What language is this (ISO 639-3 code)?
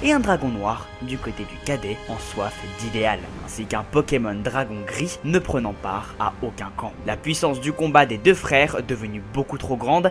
fra